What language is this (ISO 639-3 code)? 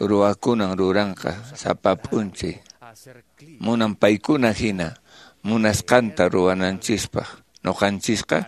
que